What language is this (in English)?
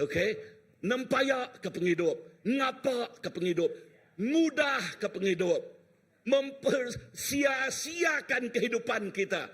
Iban